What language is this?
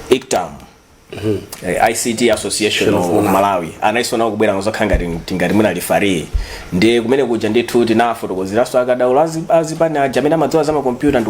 Nyanja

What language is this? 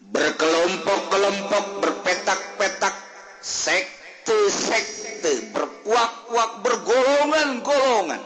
Sundanese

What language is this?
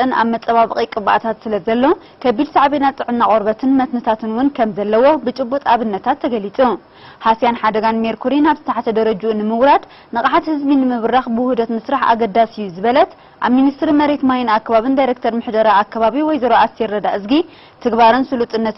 Tigrinya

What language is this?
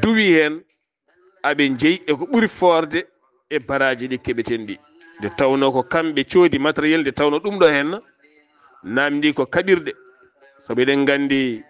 Fula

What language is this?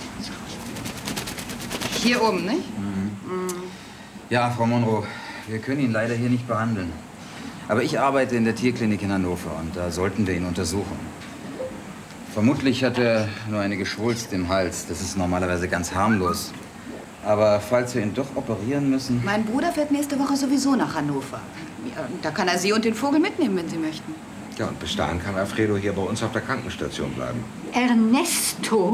German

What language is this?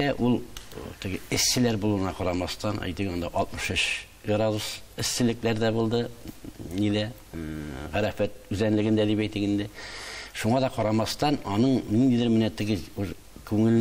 Tatar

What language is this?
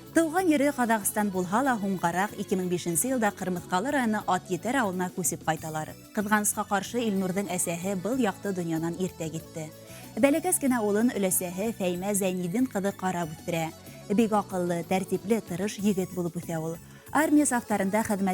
Bashkir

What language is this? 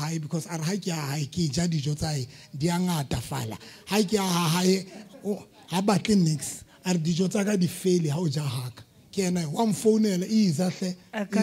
Southern Sotho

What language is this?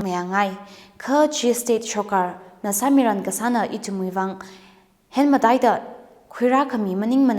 Tangkhul Naga (India)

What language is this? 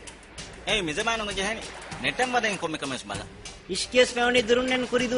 Divehi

